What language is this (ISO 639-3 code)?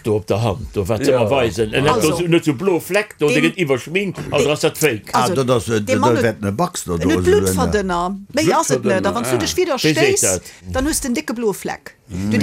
ltz